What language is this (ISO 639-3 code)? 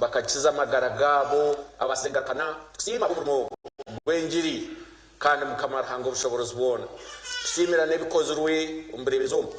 nyn